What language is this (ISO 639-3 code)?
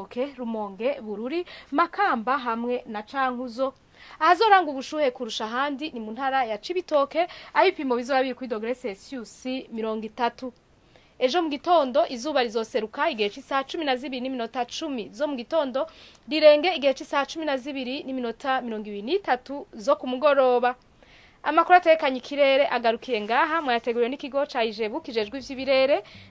run